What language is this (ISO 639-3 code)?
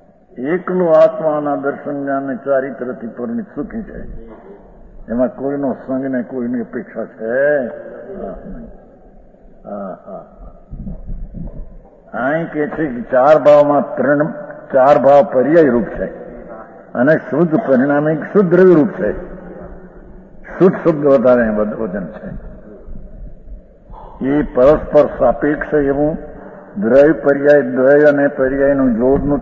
guj